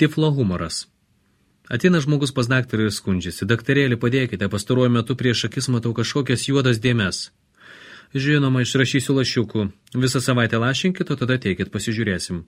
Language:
Lithuanian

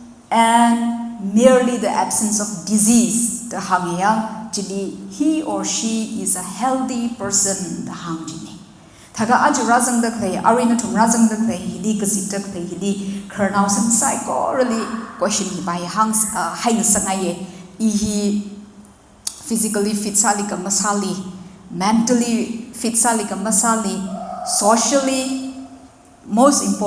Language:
Tangkhul Naga (India)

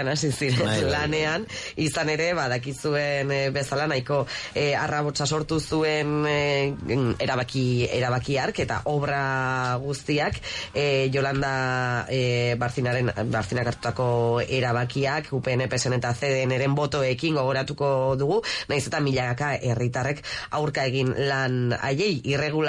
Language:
Basque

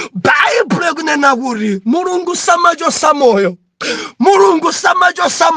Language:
Nyanja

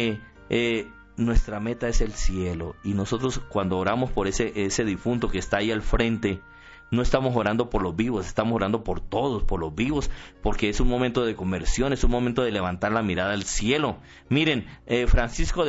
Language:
Spanish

